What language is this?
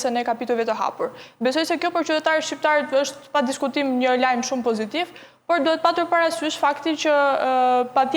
Albanian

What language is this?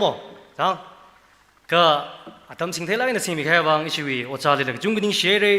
Tangkhul Naga (India)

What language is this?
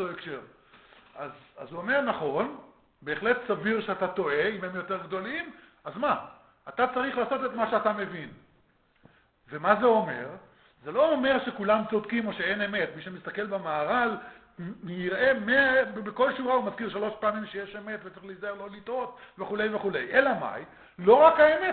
Hebrew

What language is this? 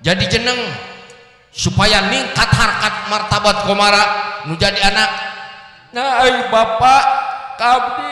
Sundanese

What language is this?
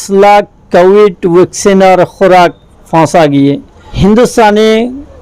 Rohingya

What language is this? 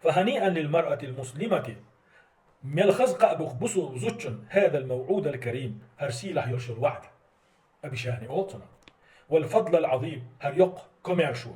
Chechen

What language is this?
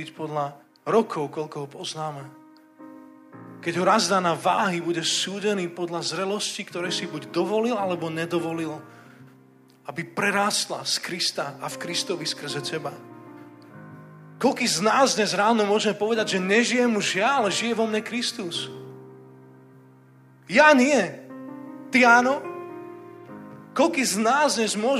Slovak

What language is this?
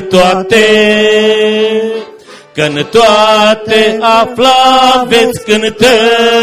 Romanian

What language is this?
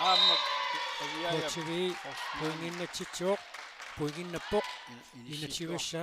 Kalaallisut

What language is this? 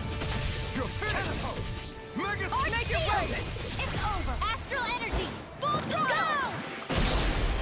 German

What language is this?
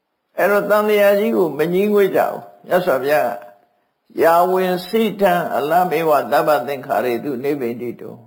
Burmese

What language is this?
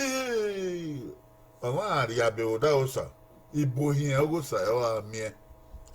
Bini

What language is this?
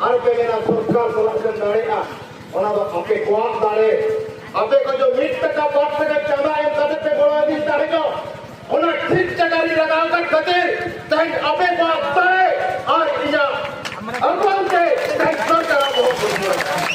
Santali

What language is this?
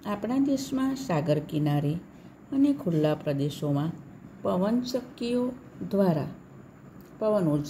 Gujarati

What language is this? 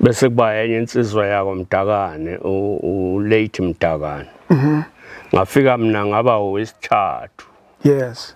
Zulu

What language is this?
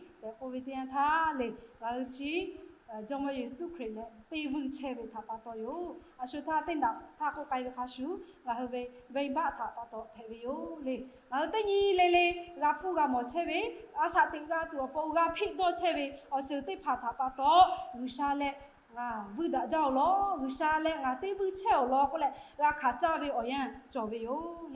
Lahu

